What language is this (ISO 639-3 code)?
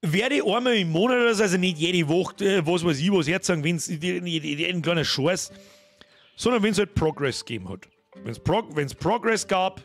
bar